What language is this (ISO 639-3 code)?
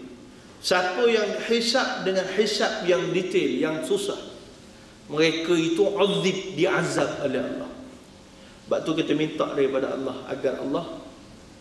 msa